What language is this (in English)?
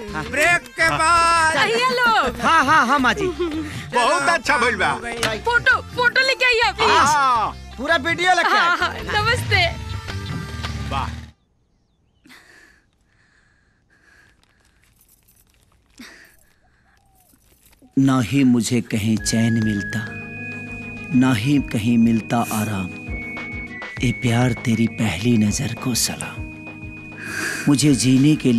Bhojpuri